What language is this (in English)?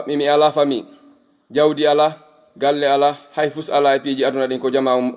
Fula